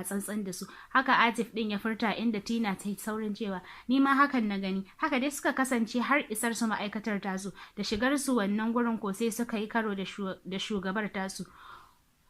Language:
Hausa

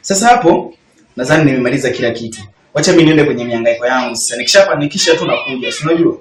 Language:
Swahili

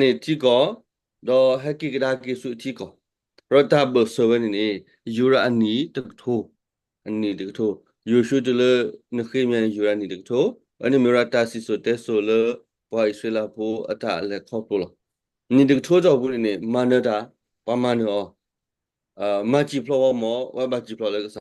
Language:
S'gaw Karen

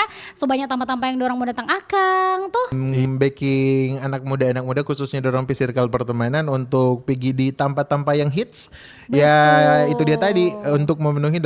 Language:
Manado Malay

